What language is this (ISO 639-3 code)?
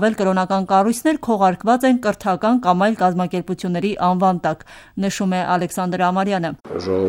hye